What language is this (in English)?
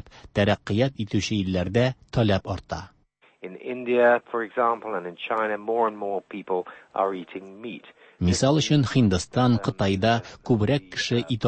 Tatar